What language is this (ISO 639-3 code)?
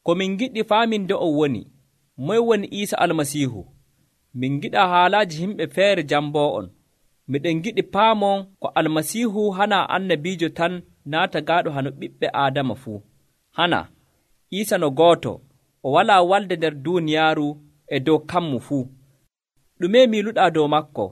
fuv